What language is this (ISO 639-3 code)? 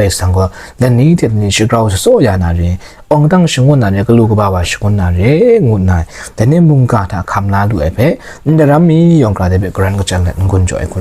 kac